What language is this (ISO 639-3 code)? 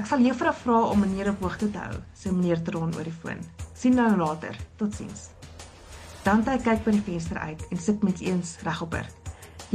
afr